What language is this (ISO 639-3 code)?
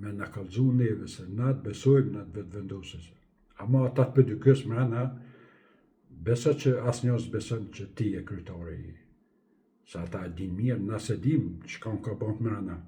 sqi